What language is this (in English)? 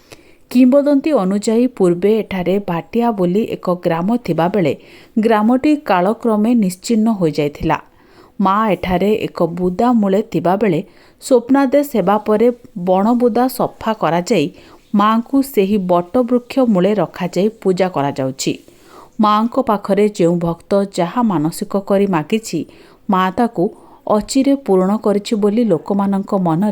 Odia